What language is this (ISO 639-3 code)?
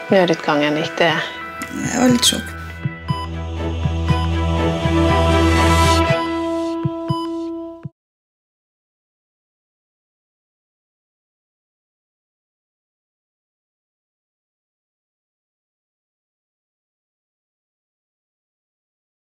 nor